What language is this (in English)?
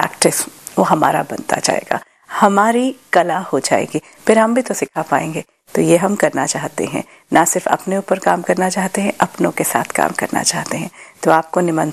Hindi